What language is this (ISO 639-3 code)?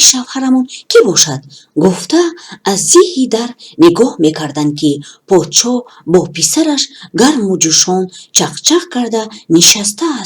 tgk